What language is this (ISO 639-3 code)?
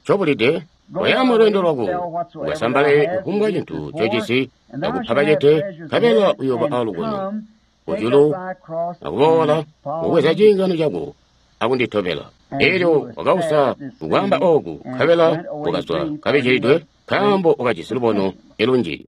toi